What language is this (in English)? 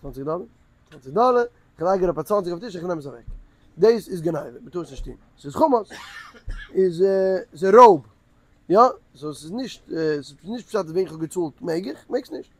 Yiddish